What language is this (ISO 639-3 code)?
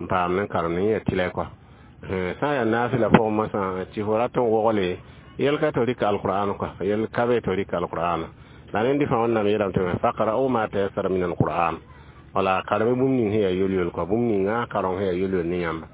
mos